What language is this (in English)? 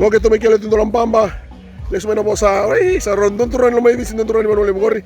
Fijian